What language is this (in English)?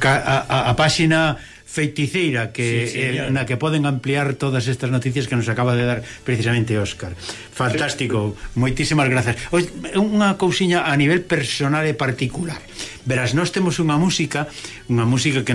Galician